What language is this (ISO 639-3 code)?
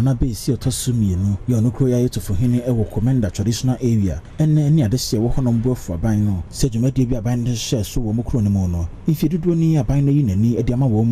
aka